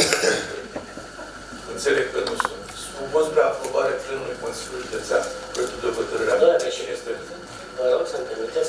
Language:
Romanian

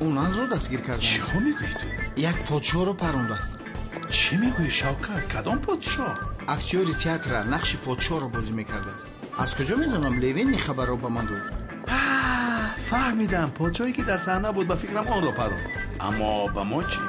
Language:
Tajik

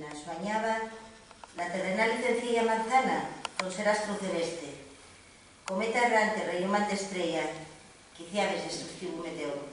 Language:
Asturian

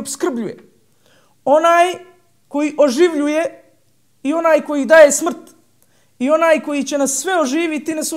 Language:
Bosnian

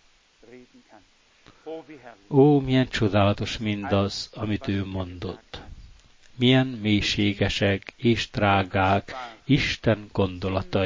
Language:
Hungarian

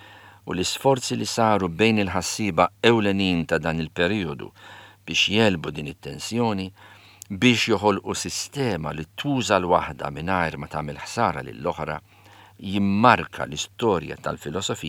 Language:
Maltese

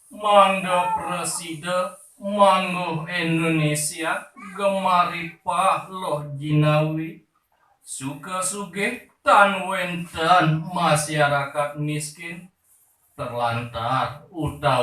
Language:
Balinese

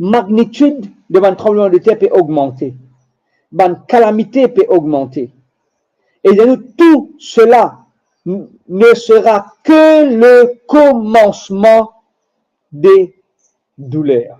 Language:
Morisyen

